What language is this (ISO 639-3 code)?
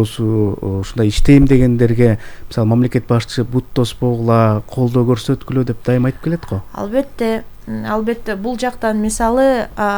kir